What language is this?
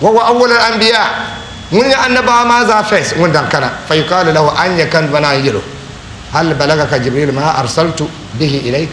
Dagbani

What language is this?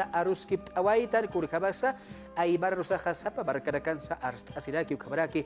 Aymara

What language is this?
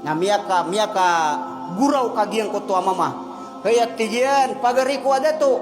Maranao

